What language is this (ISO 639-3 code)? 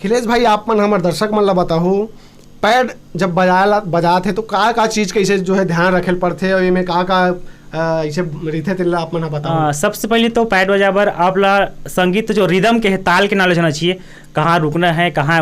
hne